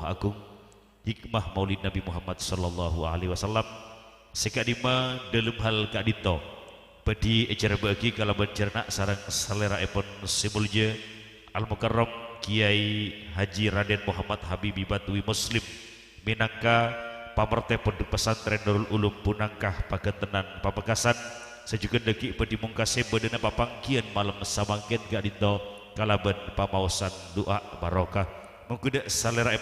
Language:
Madurese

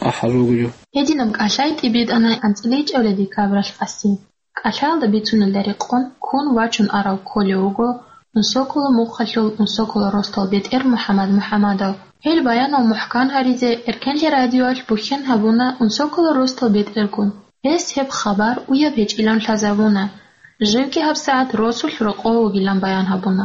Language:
Avaric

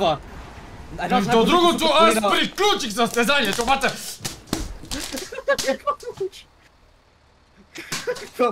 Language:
Bulgarian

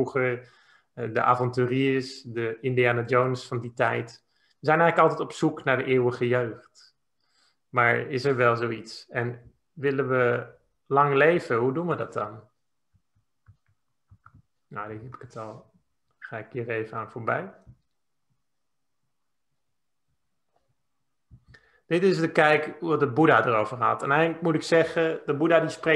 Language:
Dutch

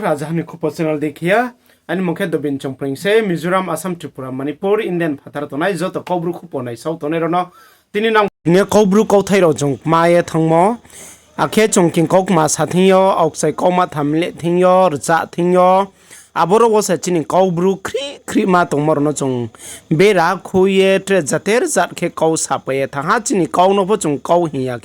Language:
Riang (India)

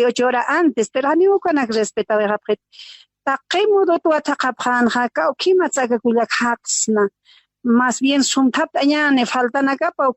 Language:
Aymara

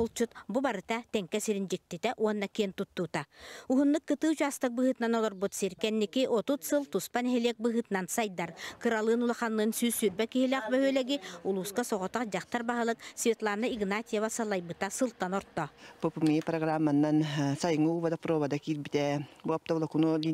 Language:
Yakut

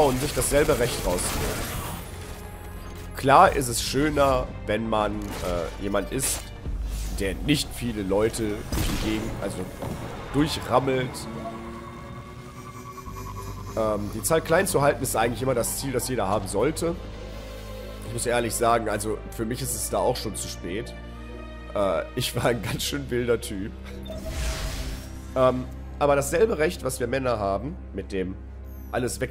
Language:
German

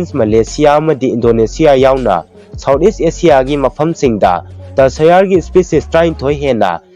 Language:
Manipuri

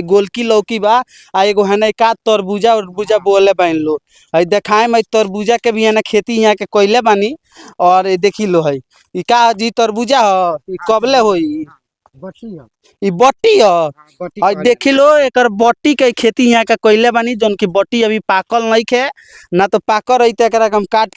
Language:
Bhojpuri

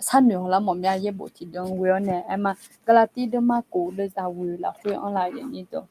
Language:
Akha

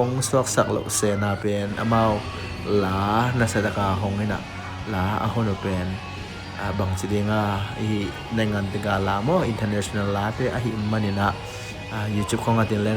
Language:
Tedim Chin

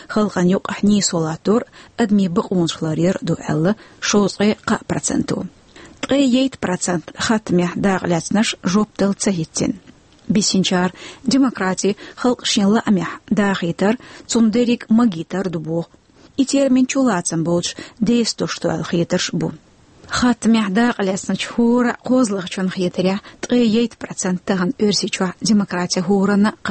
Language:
Chechen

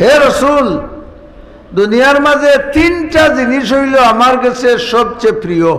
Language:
Sylheti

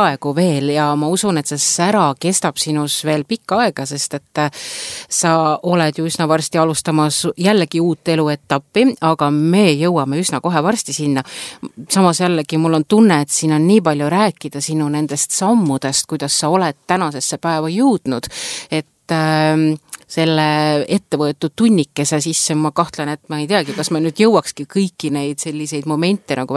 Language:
Estonian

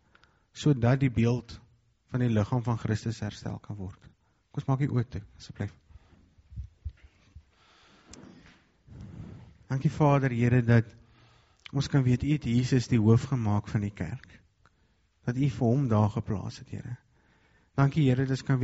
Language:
Afrikaans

